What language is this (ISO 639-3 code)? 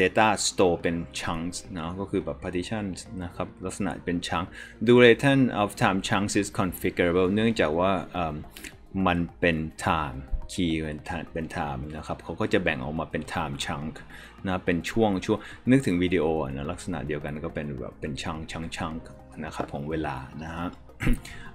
tha